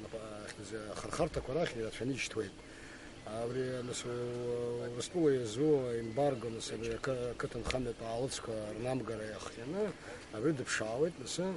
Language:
Abkhazian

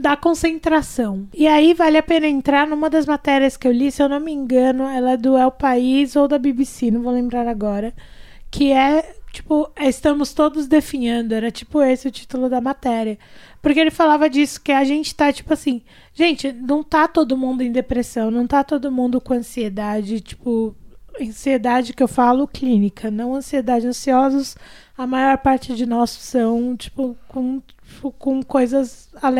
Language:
Portuguese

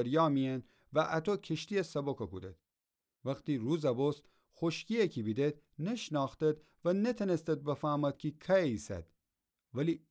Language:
Gilaki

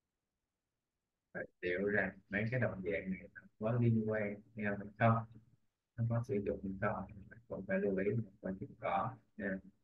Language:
Vietnamese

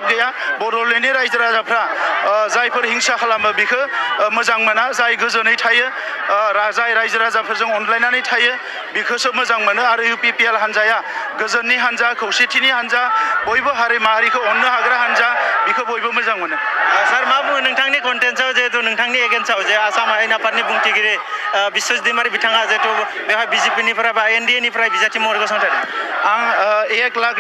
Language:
Bodo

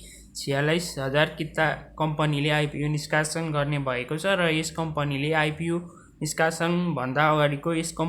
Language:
Nepali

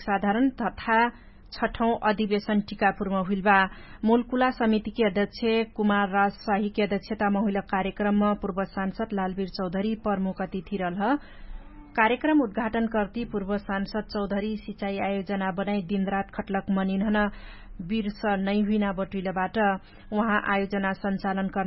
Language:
Dangaura Tharu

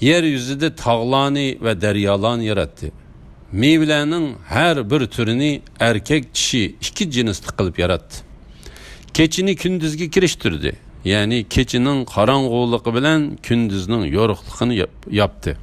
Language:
Uyghur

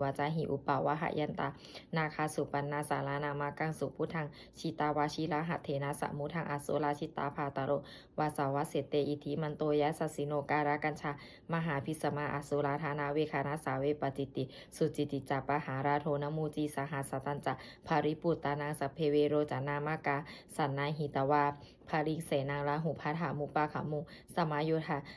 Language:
Pali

